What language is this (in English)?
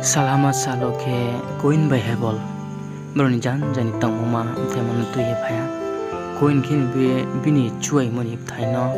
Riang (India)